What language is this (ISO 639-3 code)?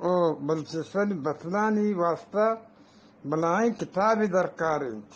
bgp